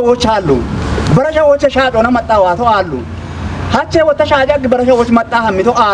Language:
Kafa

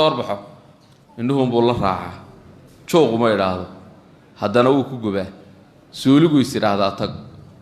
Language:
Somali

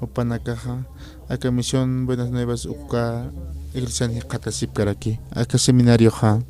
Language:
Aymara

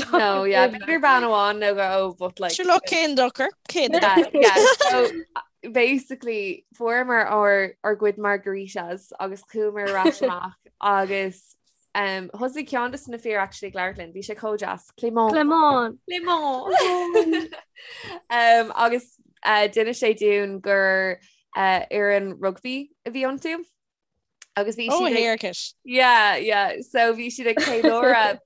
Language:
Irish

